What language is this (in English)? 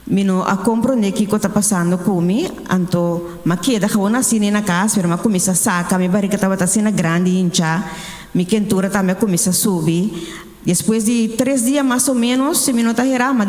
Papiamento